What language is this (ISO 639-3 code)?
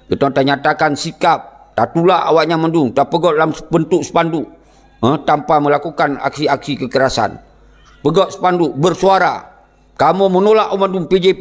ace